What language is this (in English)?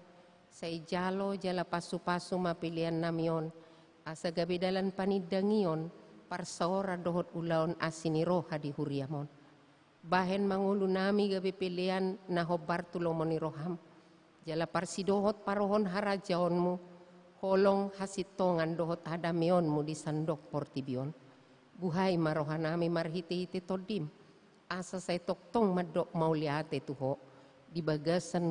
Batak Toba